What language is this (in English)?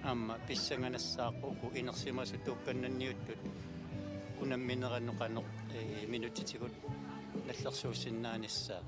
Kalaallisut